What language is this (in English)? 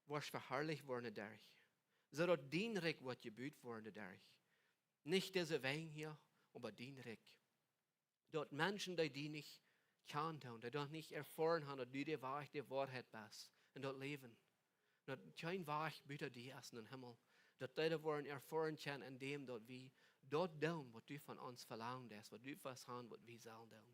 Plautdietsch